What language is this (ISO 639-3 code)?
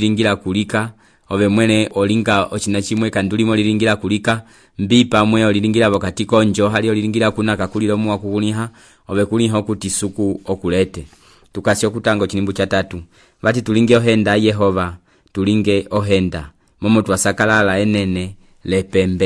umb